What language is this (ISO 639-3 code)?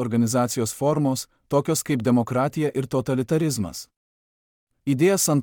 lit